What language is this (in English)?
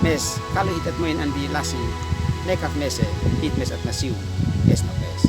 Uab Meto